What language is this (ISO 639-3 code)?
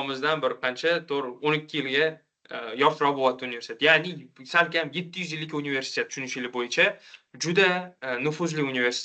uzb